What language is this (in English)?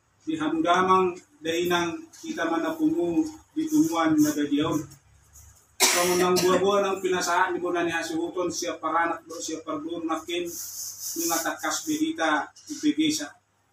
Batak Toba